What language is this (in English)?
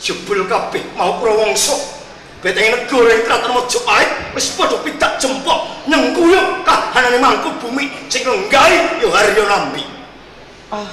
Javanese